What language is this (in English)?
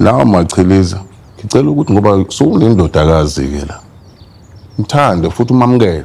Zulu